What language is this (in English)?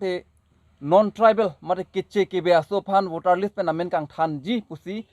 Karbi